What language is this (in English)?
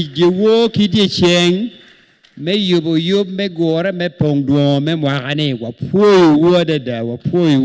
Acoli